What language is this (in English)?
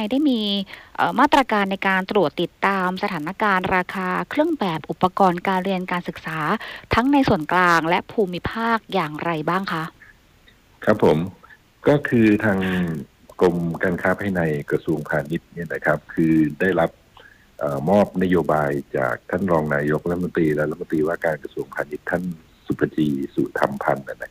Thai